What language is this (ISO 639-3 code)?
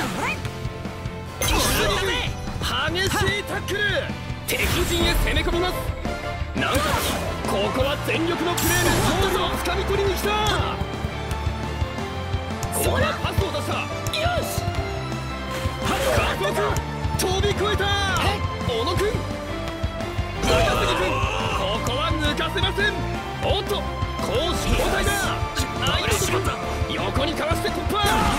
jpn